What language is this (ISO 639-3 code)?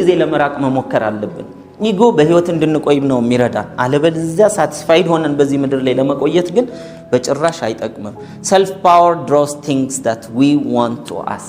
amh